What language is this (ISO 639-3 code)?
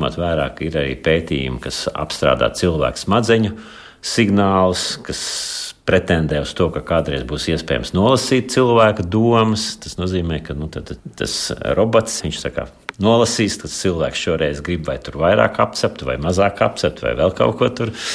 lav